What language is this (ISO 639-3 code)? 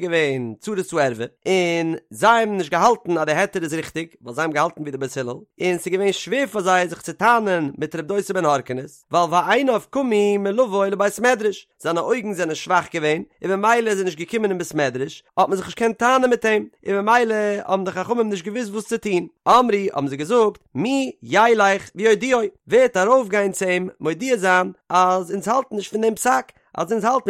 yid